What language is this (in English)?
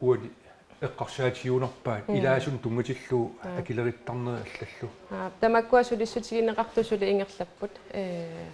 Kalaallisut